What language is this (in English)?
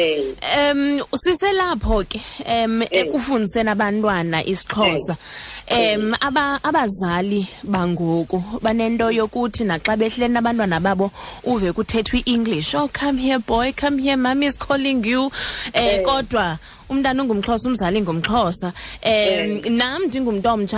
Xhosa